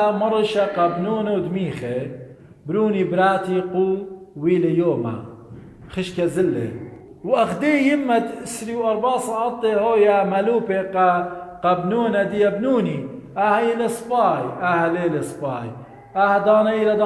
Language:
Assyrian Neo-Aramaic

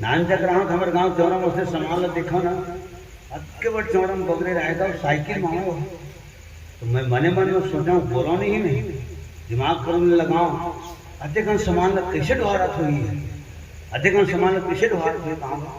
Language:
Chhattisgarhi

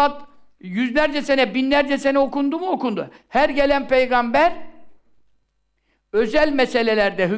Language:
Turkish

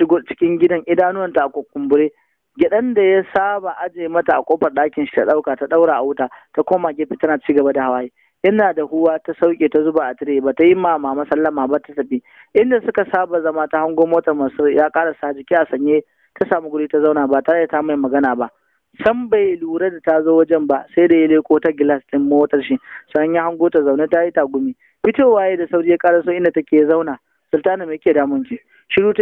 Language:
Hausa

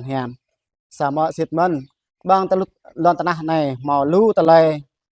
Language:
Jarai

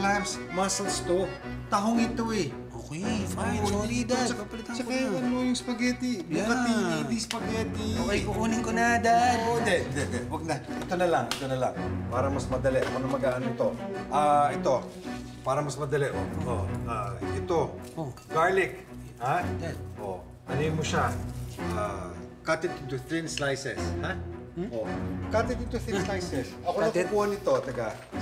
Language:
Filipino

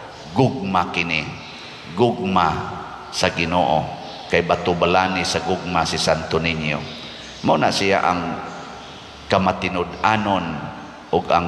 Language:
Cebuano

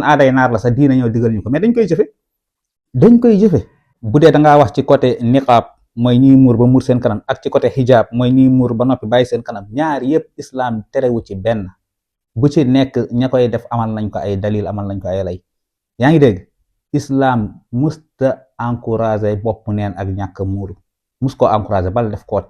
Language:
Wolof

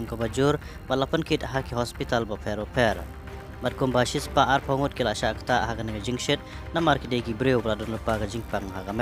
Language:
Khasi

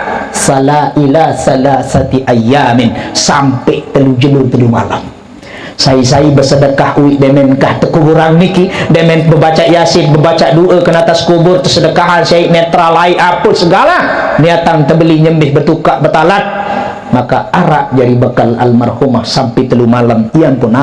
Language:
Sasak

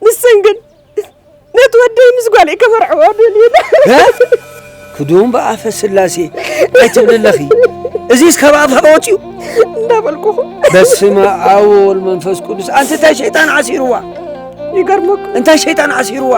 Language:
Tigrinya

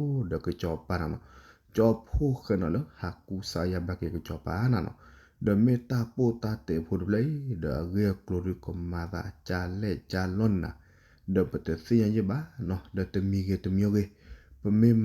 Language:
S'gaw Karen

